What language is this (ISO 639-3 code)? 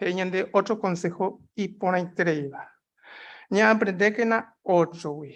grn